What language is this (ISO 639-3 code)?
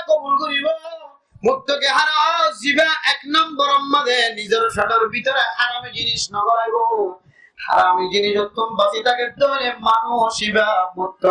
rhg